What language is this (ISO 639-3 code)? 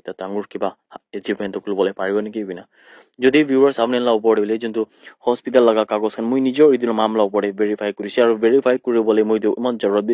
nag